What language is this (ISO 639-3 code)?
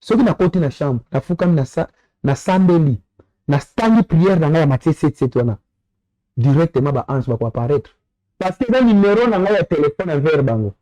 lin